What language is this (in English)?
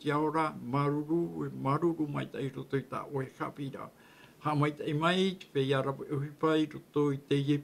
Tahitian